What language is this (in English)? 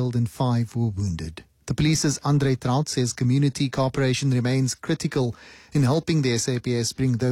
English